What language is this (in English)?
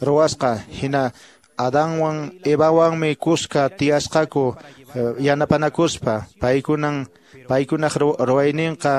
Quechua